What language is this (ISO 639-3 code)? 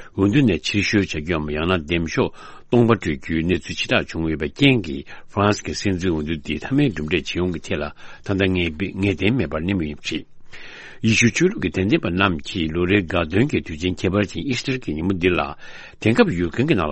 bod